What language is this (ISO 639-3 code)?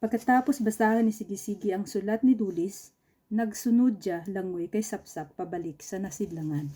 krj